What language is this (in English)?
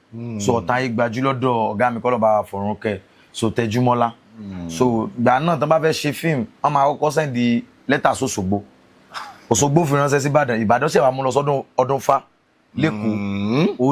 Yoruba